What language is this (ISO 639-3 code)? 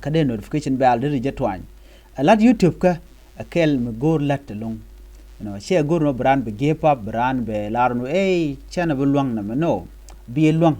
nus